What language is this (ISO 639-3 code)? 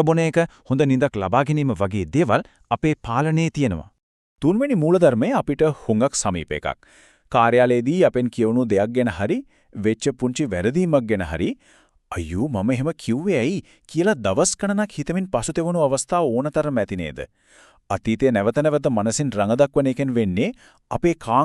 sin